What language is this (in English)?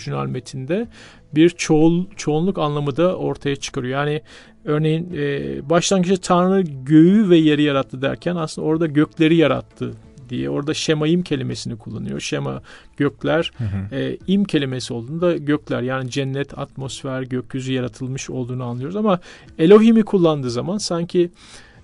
Turkish